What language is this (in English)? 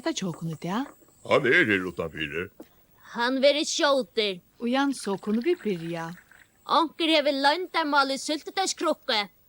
Faroese